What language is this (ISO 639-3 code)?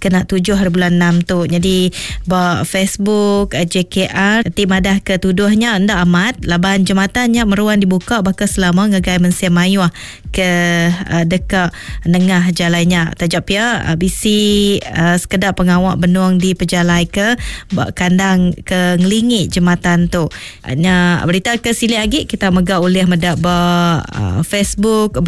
iba